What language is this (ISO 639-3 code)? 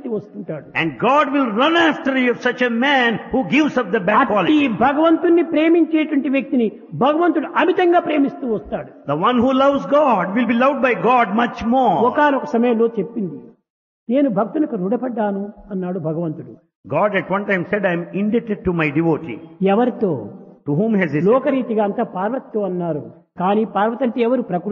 tel